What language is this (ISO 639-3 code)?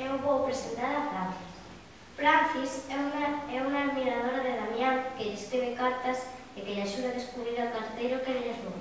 glg